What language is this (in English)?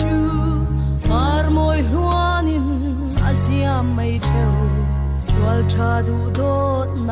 Falam Chin